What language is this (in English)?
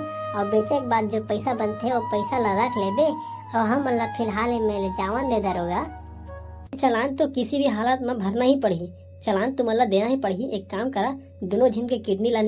Chhattisgarhi